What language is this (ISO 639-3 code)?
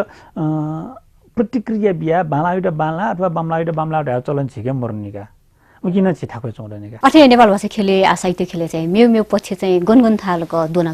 new